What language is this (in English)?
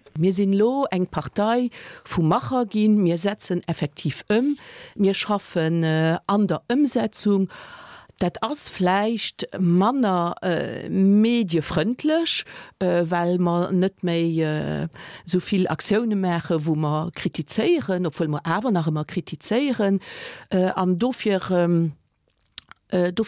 Luxembourgish